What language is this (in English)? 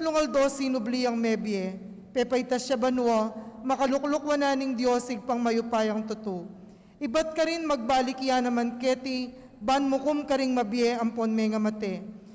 Pampanga